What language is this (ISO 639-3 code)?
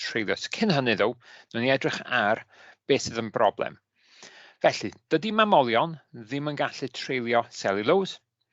cym